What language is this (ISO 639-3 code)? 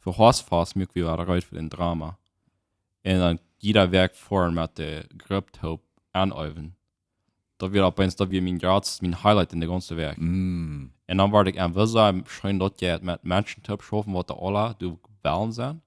pdt